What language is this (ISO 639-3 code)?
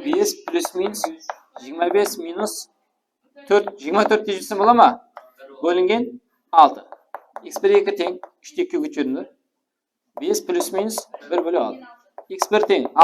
kaa